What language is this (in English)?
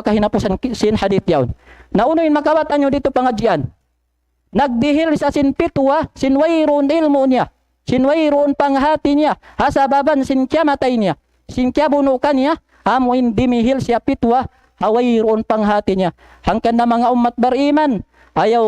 Tausug